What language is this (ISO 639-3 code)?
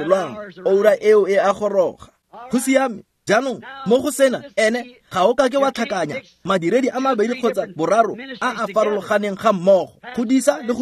tsn